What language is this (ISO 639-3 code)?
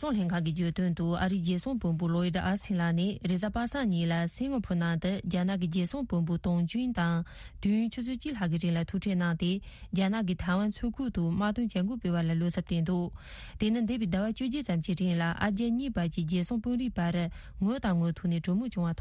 bod